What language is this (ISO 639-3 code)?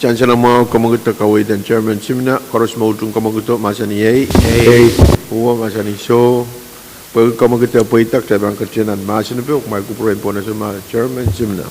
pon